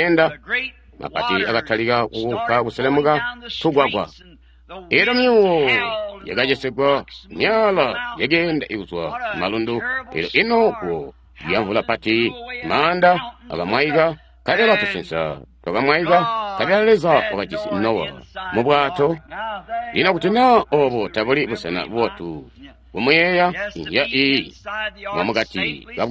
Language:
Tonga (Zambia)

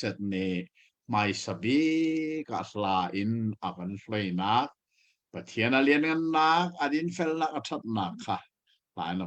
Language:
Hakha Chin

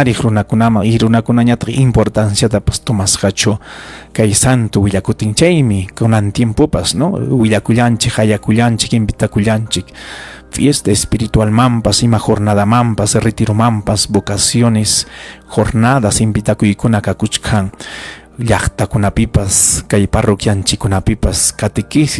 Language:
Ayacucho Quechua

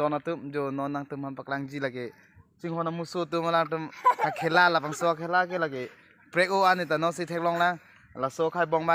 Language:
Karbi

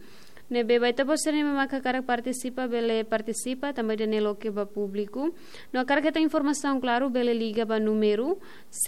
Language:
Tetum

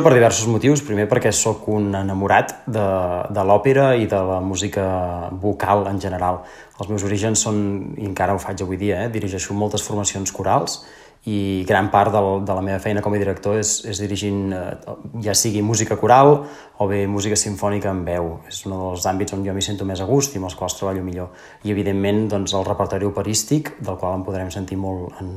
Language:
Catalan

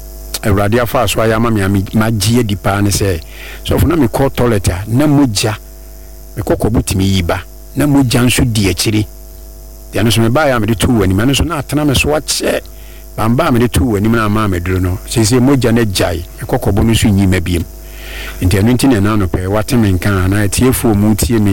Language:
Akan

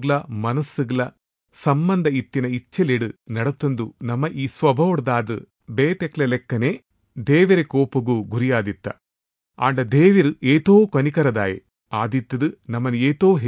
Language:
Tulu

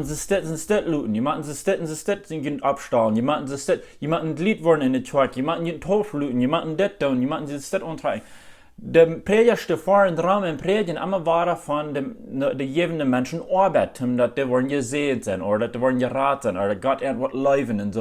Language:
Plautdietsch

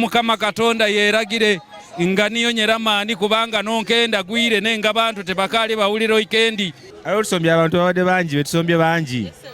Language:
Ganda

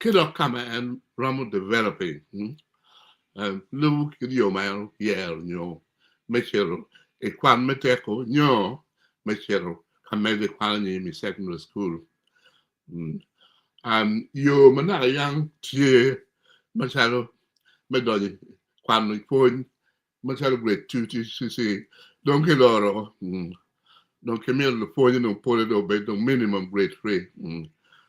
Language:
Acoli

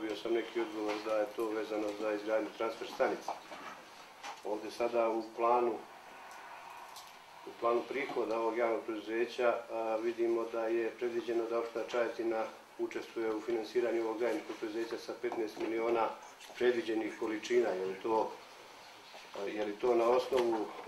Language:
Serbian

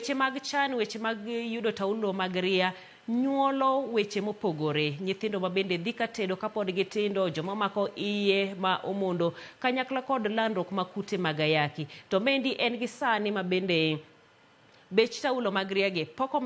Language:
Luo (Kenya and Tanzania)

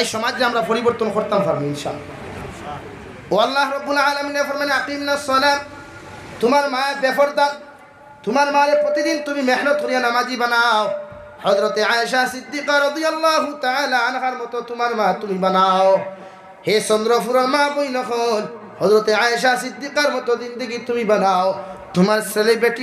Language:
Sylheti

